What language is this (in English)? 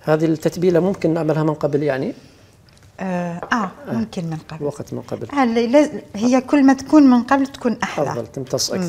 Algerian Arabic